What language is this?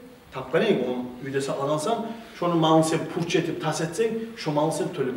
Kumyk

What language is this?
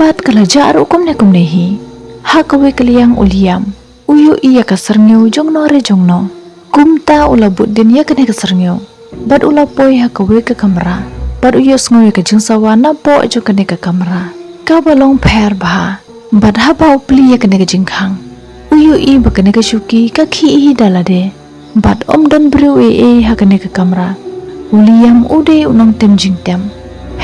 Khasi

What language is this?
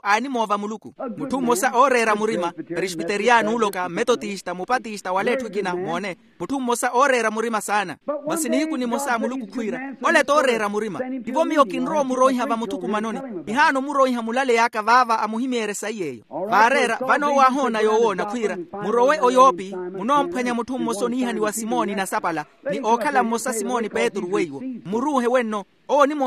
Makhuwa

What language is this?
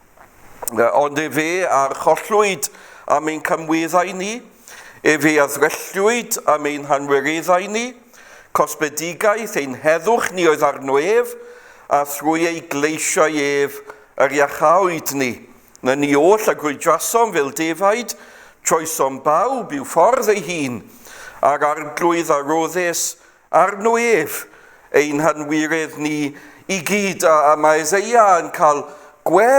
Welsh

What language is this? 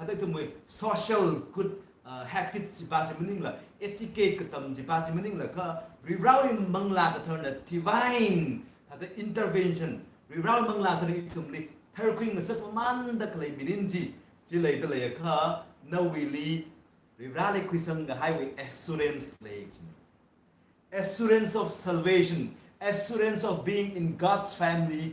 Tangkhul Naga (India)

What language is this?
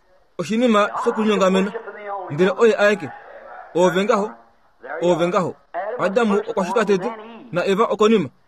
Kuanyama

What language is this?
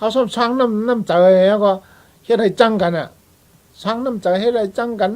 Shan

